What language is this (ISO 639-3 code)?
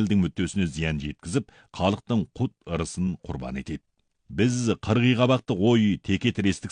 kaz